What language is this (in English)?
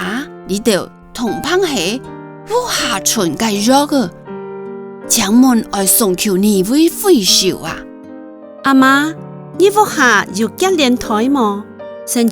Hakka Chinese